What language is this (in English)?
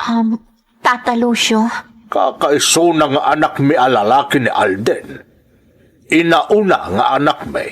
Iloko